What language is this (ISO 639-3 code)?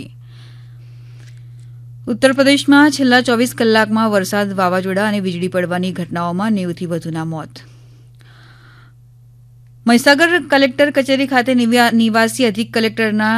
guj